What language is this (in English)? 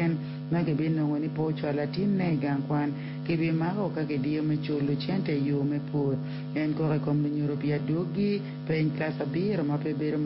Acoli